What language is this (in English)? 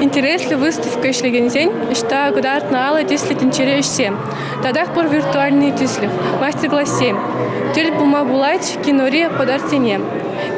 Chuvash